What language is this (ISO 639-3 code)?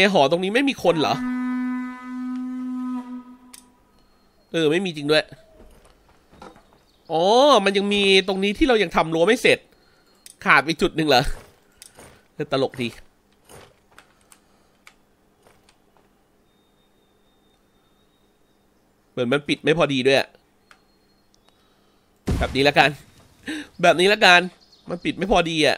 tha